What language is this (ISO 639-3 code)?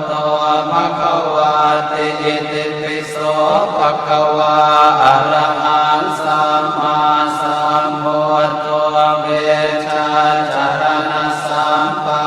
pli